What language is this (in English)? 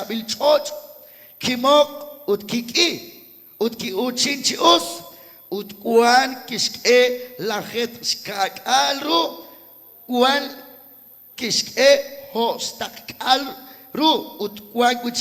Kekchí